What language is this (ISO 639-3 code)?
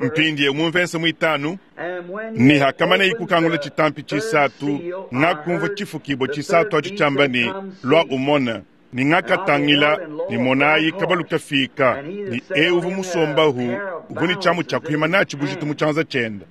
lua